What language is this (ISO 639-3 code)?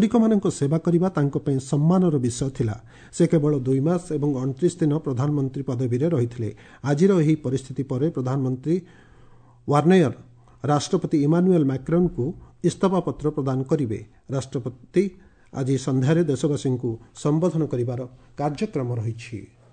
ori